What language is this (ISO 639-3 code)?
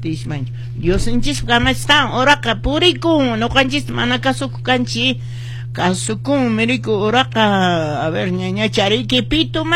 que